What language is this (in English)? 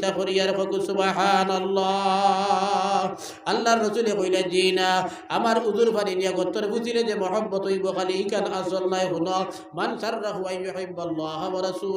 Sylheti